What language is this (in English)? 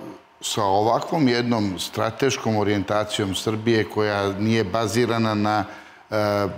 Serbian